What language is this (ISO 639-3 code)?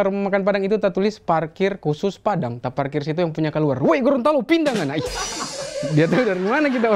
xmm